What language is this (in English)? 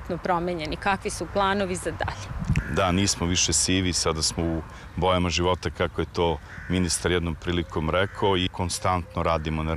Serbian